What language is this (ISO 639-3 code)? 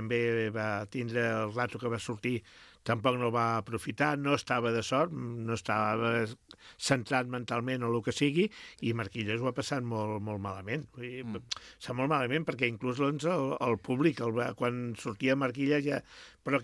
cat